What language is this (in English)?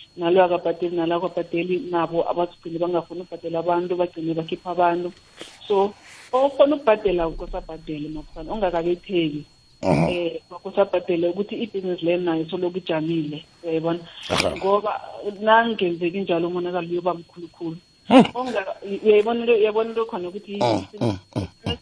South Ndebele